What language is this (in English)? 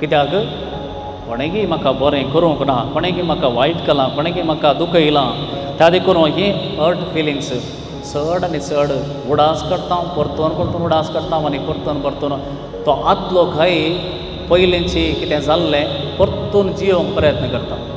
Konkani